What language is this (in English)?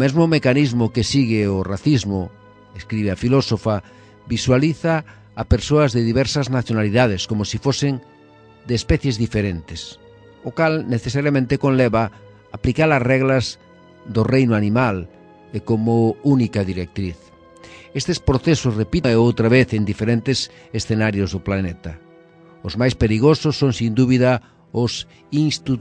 Galician